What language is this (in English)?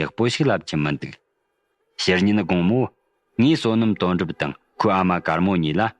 Tibetan